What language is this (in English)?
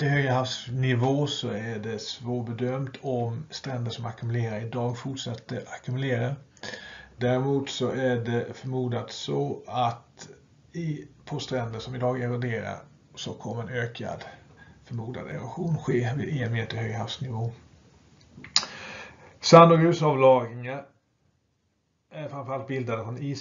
Swedish